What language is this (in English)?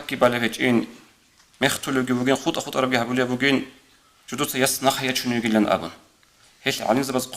Avaric